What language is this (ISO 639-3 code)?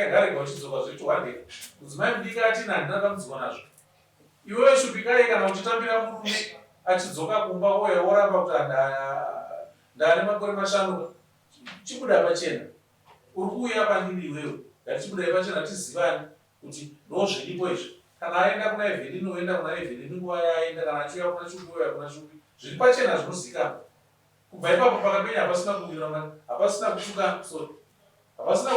sna